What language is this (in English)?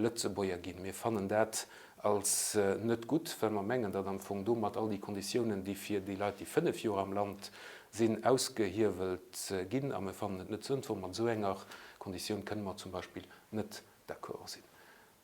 Luxembourgish